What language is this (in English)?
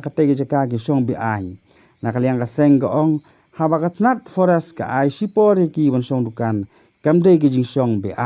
Khasi